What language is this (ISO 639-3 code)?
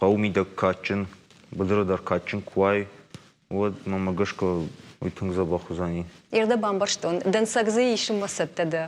oss